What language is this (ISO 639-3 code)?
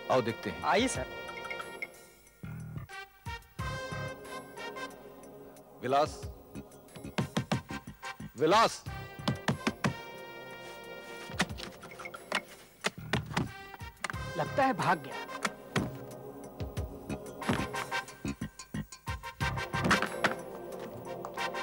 hin